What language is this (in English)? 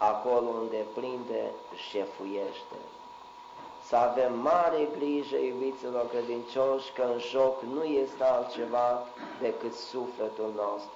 Romanian